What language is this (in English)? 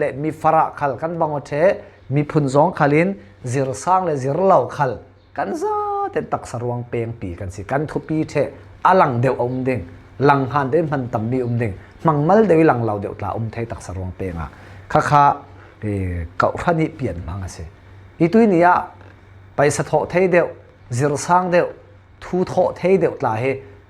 Falam Chin